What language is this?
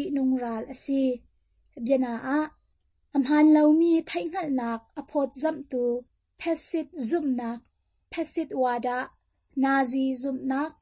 Hakha Chin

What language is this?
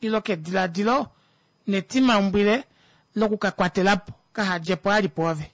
Kuanyama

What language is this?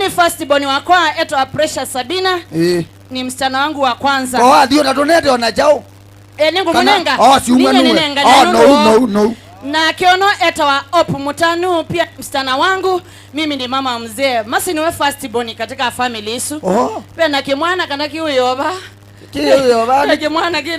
Kamba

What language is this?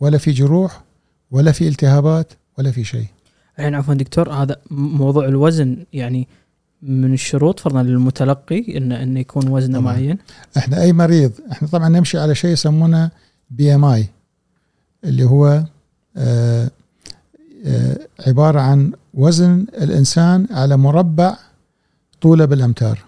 Gulf Arabic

